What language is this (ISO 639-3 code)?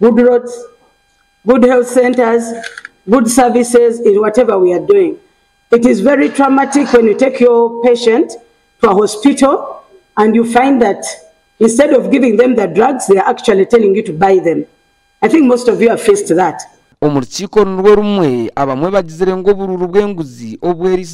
nyn